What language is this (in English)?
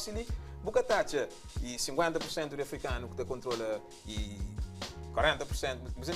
Kabuverdianu